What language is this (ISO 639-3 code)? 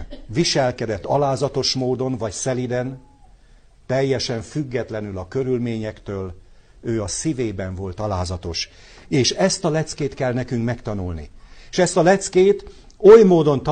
hun